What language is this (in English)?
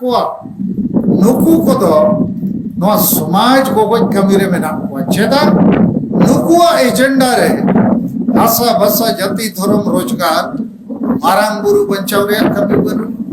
Santali